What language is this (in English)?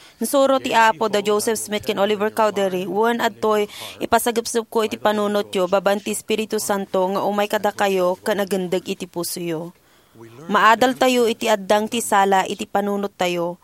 Iloko